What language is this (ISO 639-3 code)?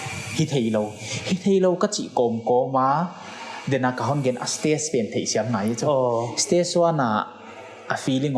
pck